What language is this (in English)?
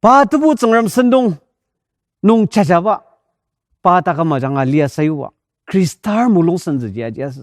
Ao Naga